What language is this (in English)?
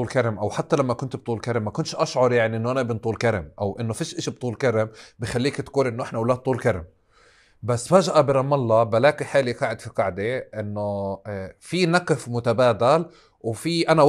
North Levantine Arabic